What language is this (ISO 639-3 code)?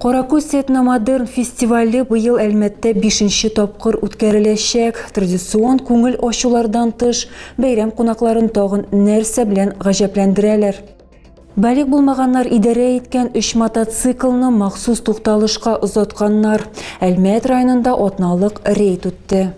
tat